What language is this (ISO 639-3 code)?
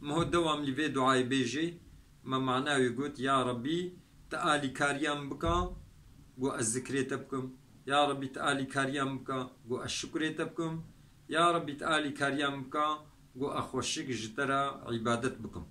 kur